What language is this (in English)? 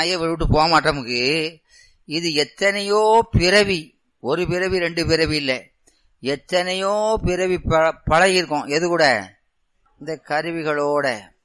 Tamil